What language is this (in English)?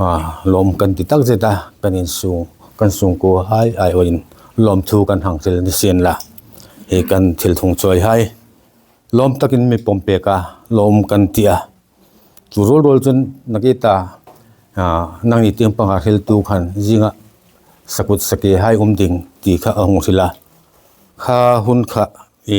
Hmar